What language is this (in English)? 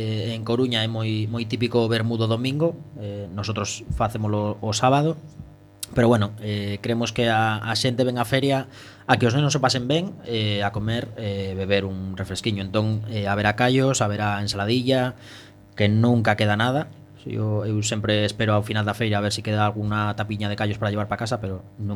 Galician